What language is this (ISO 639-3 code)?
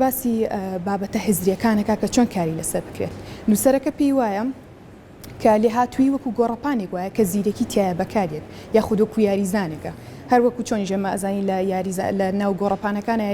ckb